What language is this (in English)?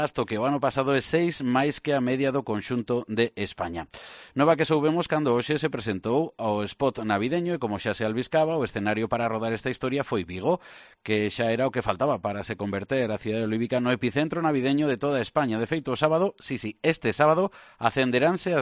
Galician